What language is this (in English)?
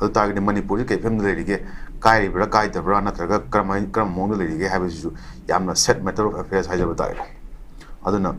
Manipuri